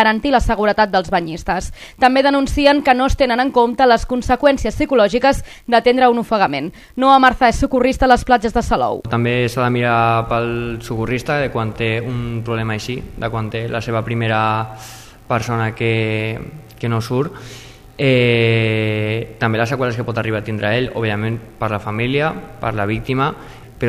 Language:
Catalan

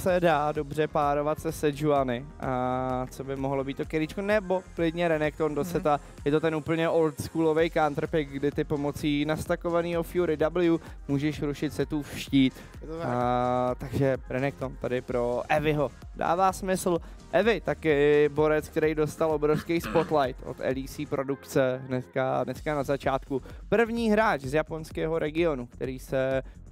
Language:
Czech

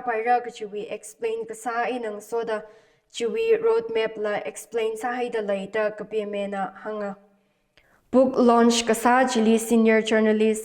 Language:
Tangkhul Naga (India)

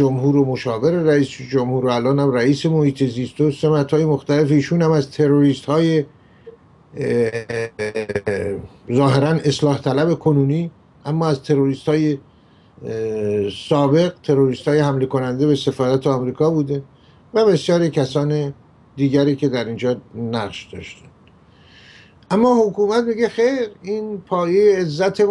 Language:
Persian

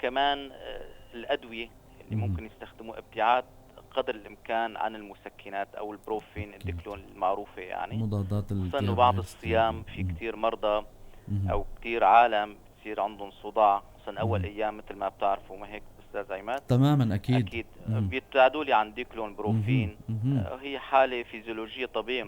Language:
North Levantine Arabic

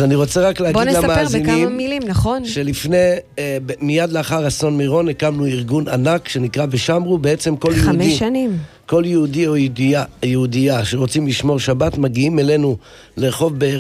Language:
Hebrew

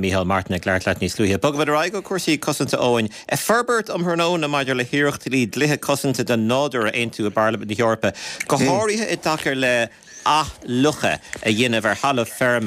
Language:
Irish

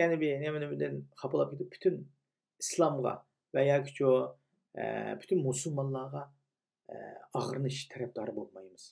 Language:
Uyghur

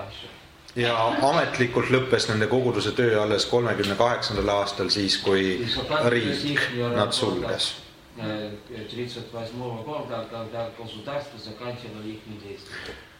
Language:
Estonian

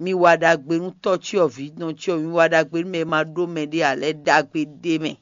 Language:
Fon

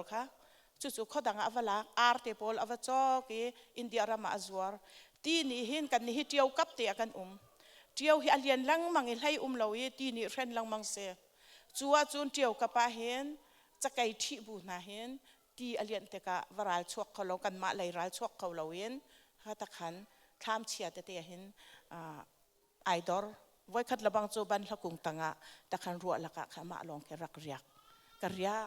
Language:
Hakha Chin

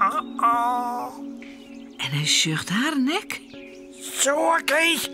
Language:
Western Frisian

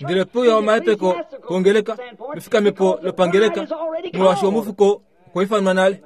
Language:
Kuanyama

